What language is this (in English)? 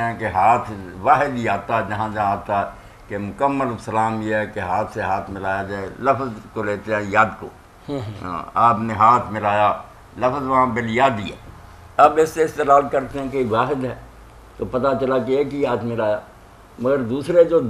Urdu